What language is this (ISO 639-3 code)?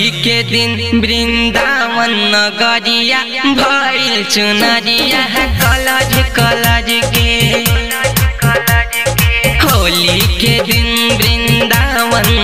bho